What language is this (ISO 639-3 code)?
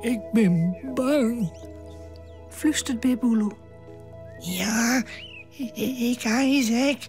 fry